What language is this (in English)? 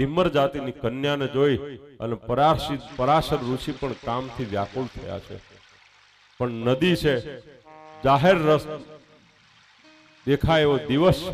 Gujarati